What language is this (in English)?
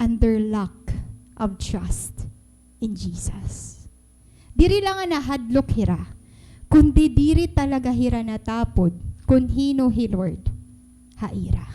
Waray